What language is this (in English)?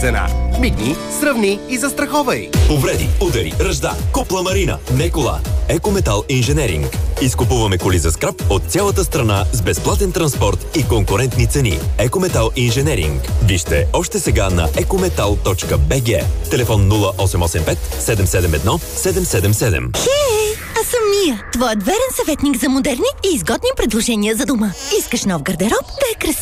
Bulgarian